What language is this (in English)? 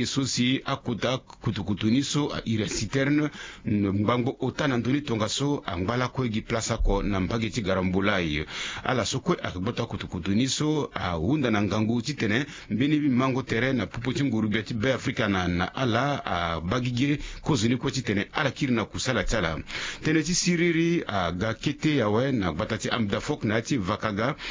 Sango